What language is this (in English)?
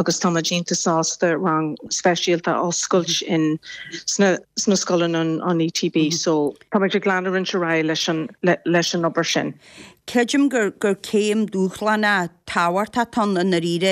Irish